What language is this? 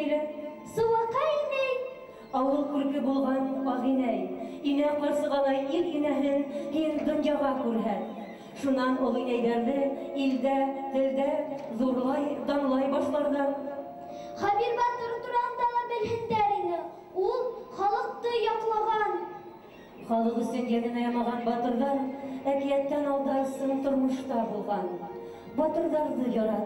Bashkir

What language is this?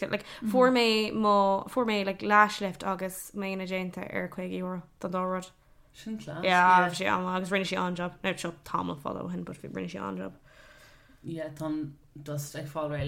Irish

